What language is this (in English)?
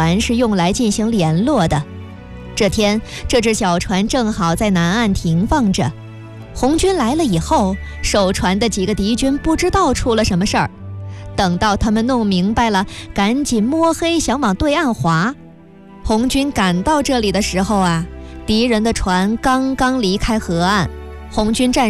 Chinese